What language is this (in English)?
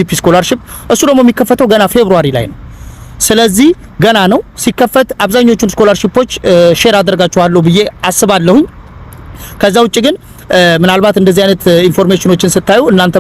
Amharic